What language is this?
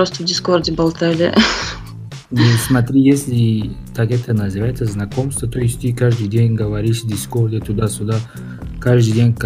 Russian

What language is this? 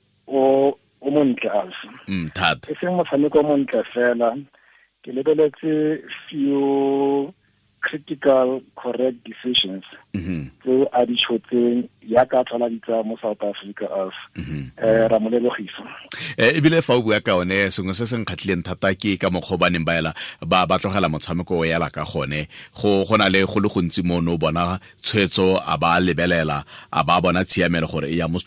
Tswana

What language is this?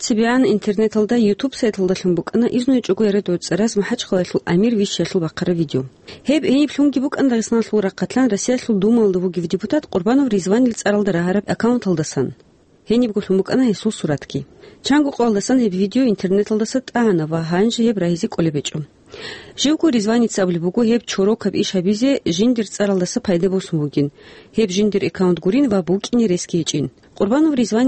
Avaric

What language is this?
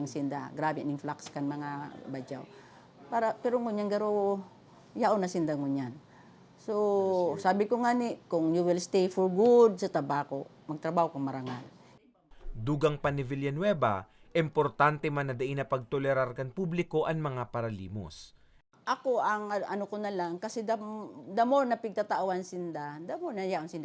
Bikol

